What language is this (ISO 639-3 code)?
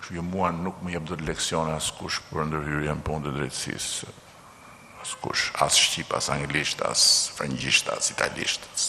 sqi